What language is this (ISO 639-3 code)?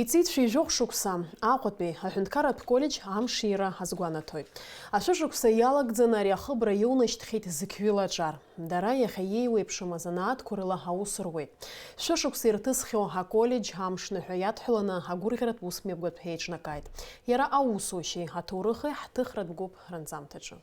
abk